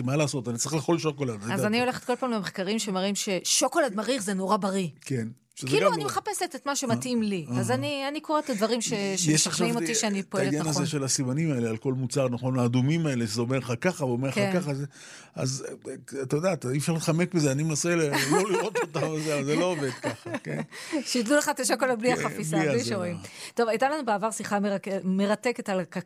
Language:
Hebrew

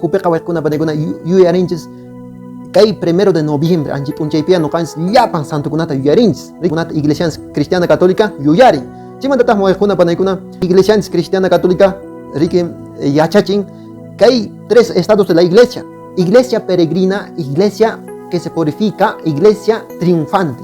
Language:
Quechua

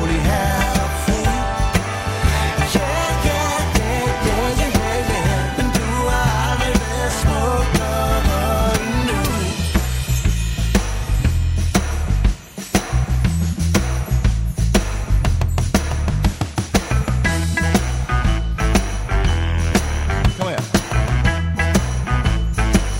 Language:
Danish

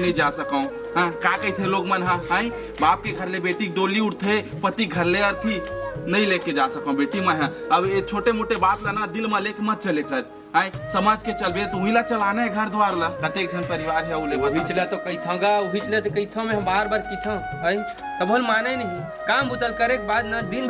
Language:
Chhattisgarhi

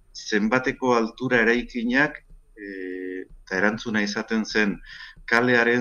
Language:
Basque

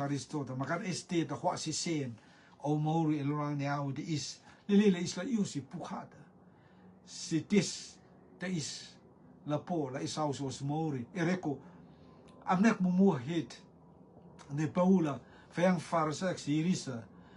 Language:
Rotuman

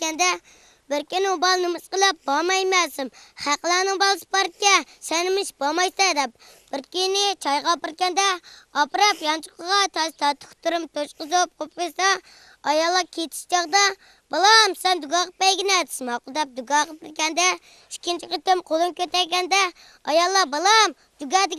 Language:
Uyghur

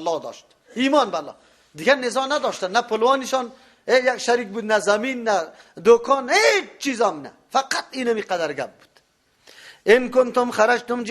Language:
Persian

